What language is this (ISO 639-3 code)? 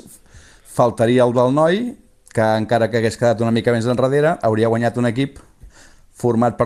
cat